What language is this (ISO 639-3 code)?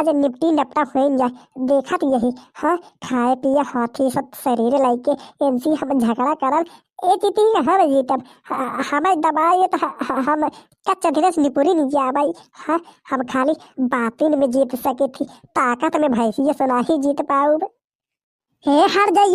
bho